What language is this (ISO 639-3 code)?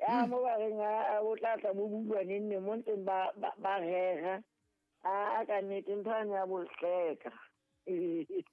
sot